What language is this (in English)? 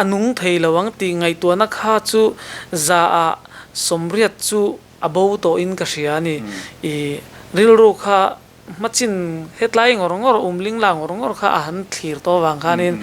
Mizo